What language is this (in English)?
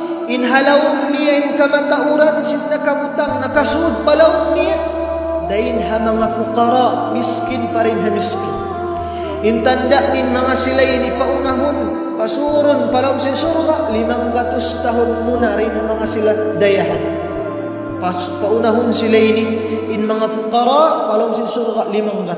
Tausug